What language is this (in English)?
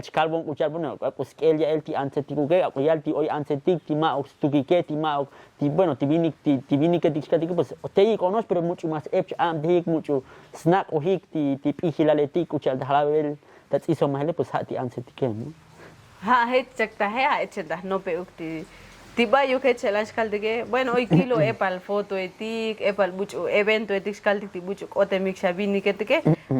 Tzotzil